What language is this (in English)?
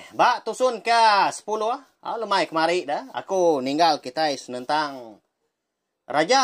Iban